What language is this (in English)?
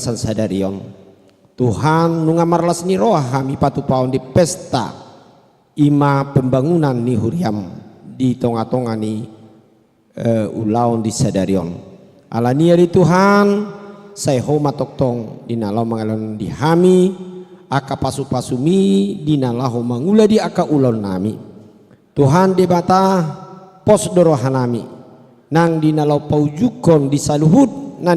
Batak Toba